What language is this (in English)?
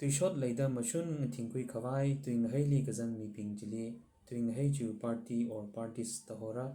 Tangkhul Naga (India)